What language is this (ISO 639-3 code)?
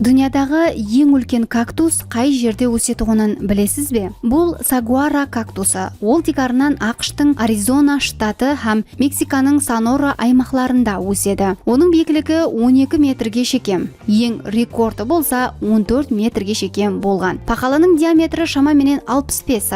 kaa